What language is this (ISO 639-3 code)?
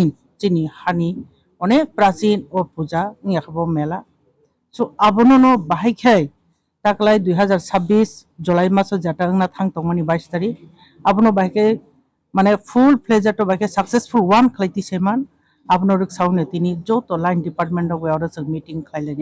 trp